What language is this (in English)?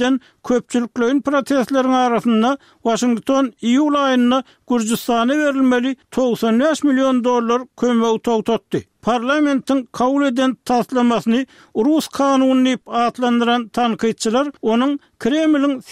Turkmen